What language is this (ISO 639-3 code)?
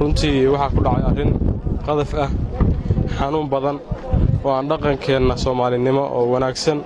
som